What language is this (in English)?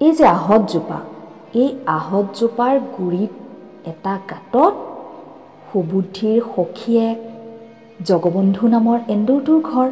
Assamese